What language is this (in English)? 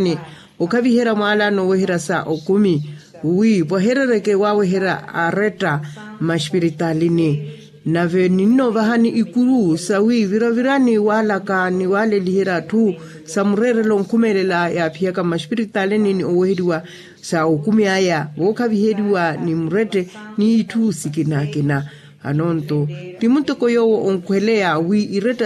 Makhuwa